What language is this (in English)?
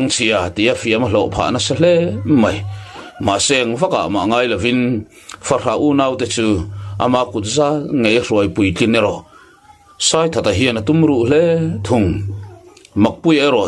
Mizo